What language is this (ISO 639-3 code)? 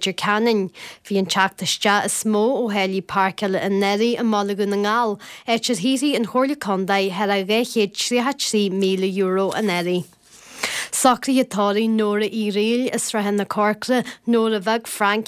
gle